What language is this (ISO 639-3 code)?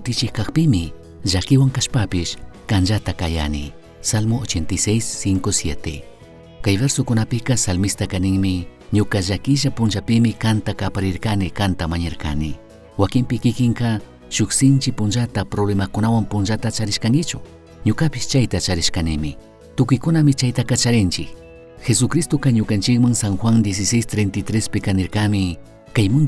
qug